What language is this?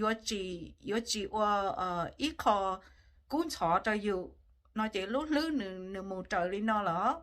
Hmong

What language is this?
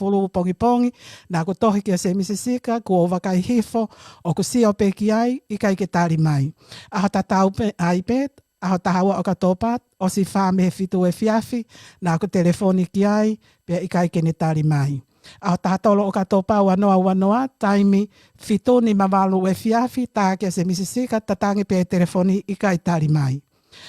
Tongan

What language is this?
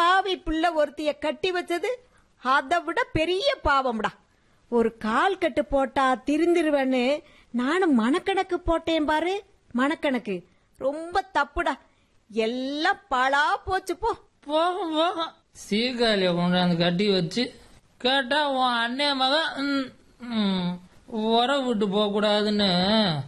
Tamil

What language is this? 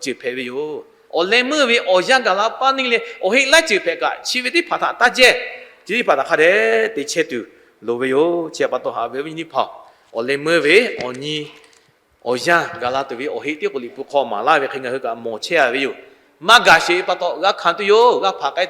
Lahu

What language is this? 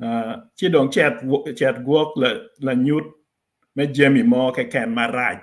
Acoli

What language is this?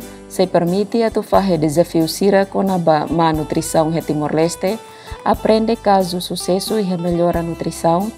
Tetum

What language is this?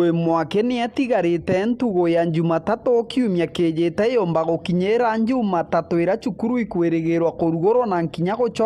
Meru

